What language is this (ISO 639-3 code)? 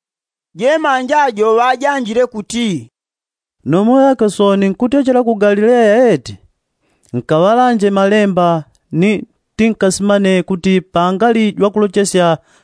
yao